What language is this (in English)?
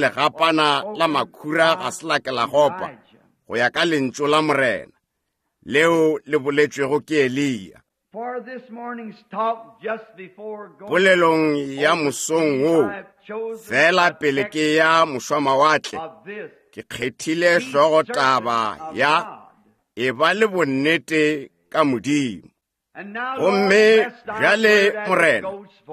Northern Sotho